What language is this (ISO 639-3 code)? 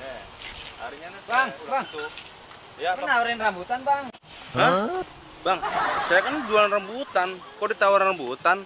bew